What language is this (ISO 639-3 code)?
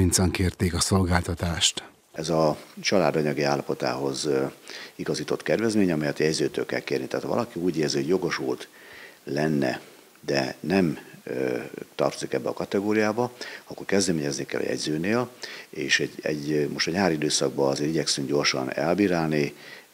hun